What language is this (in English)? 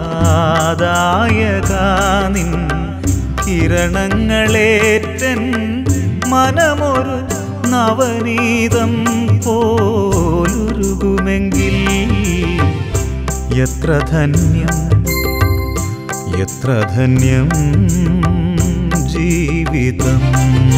Malayalam